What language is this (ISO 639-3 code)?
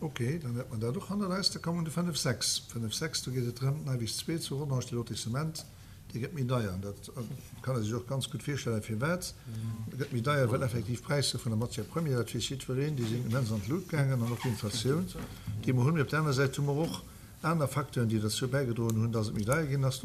ltz